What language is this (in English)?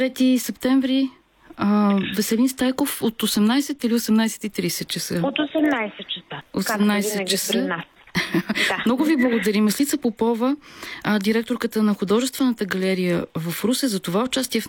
Bulgarian